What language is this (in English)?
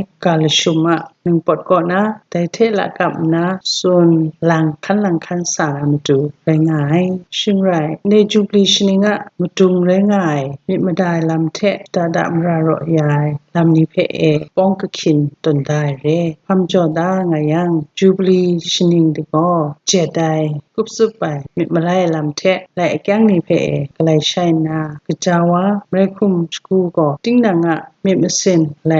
Kachin